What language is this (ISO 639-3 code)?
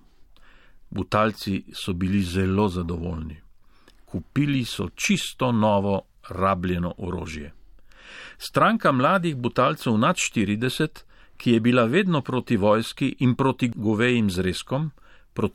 slv